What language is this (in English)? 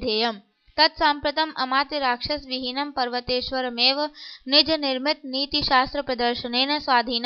Sanskrit